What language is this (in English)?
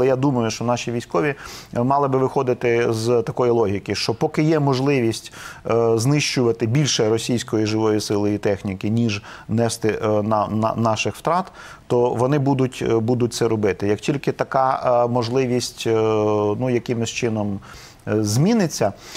Ukrainian